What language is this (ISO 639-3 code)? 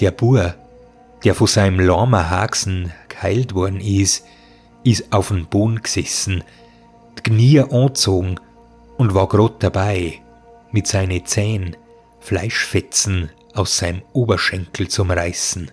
bar